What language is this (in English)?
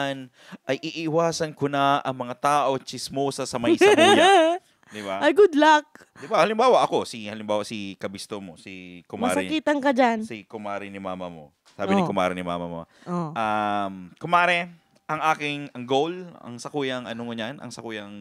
Bikol